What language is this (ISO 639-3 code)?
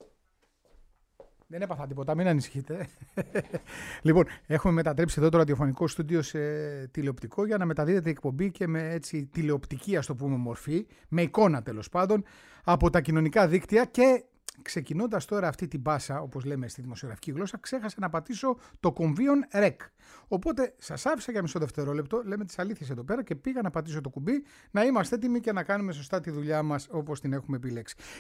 ell